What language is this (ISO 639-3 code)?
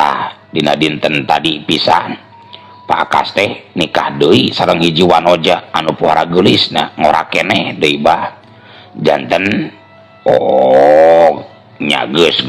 sun